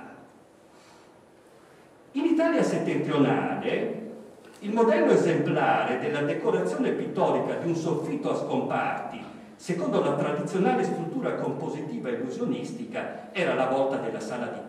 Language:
Italian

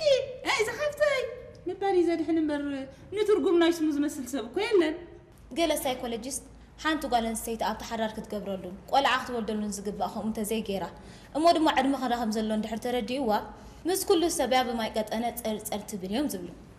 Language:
Tigrinya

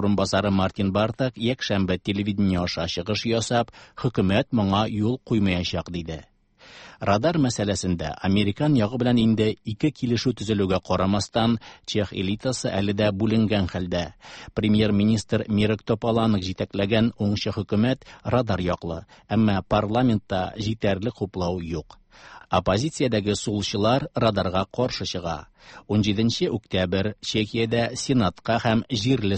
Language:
Tatar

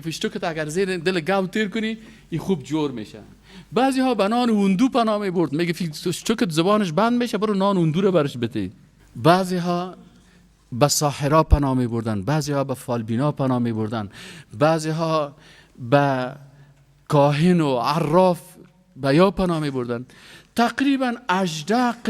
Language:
Persian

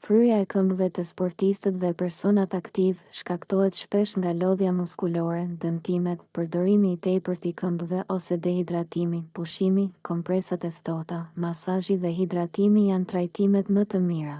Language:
Albanian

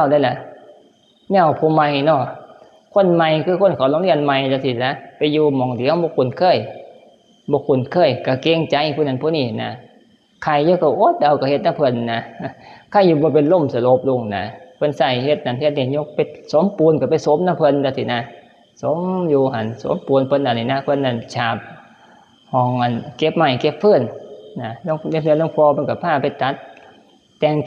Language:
Northeastern Thai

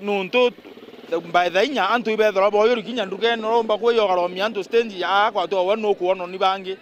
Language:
Meru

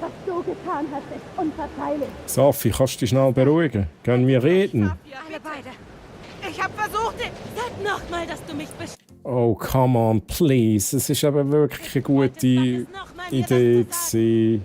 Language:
Swiss German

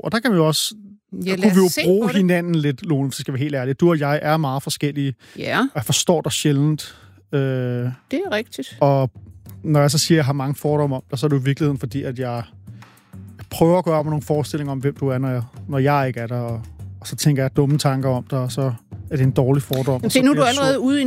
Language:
Danish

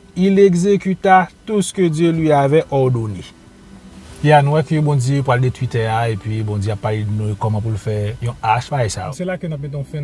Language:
Haitian Creole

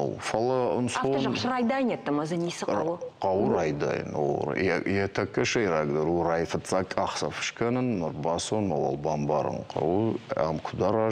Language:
Ossetic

